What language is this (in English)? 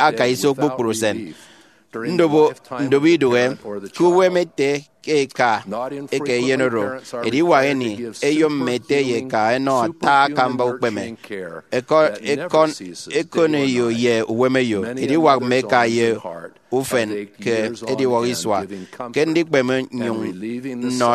Efik